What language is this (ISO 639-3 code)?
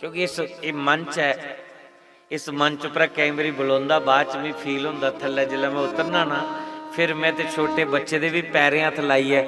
doi